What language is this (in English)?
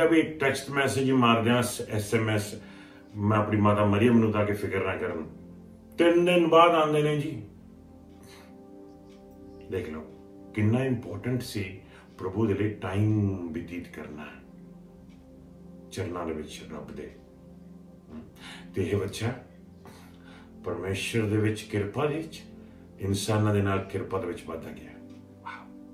Punjabi